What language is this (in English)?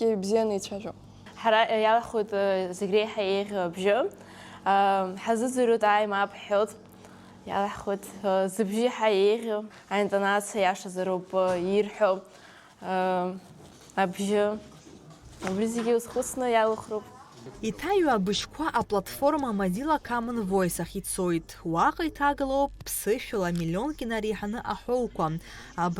Abkhazian